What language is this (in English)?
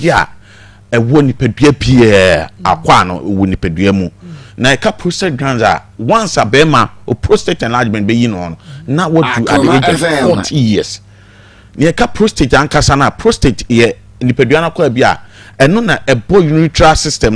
Akan